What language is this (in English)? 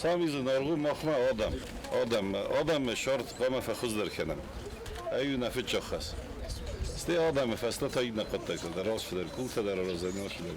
Ossetic